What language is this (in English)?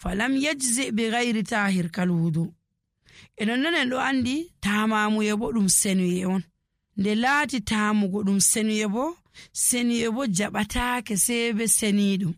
Nigerian Fulfulde